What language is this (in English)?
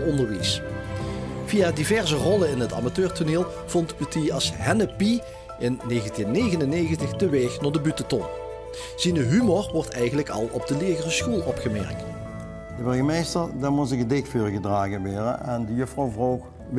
Limburgish